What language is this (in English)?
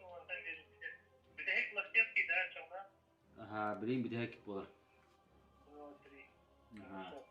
Yakut